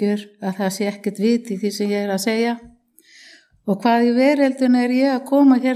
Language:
Icelandic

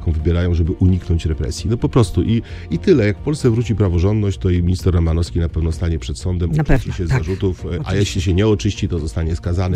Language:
Polish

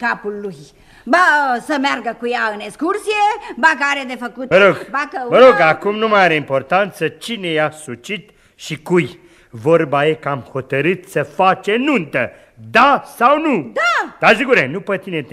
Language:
Romanian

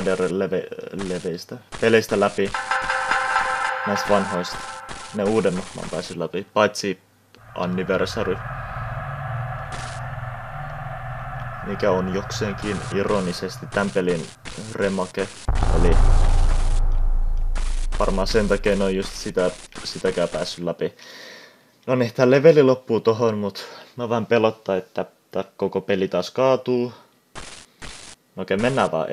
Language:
Finnish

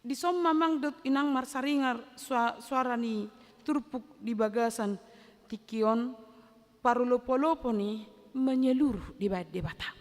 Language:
Batak Toba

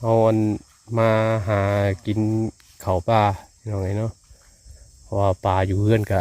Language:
Northeastern Thai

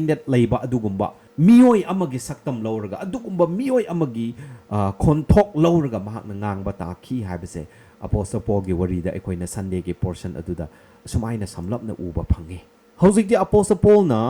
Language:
Manipuri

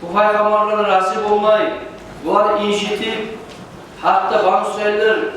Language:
Kumyk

